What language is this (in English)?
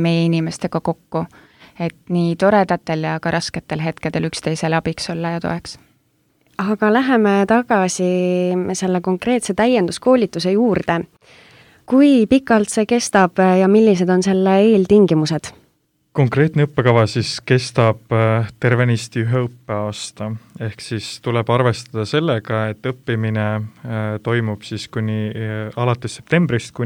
Estonian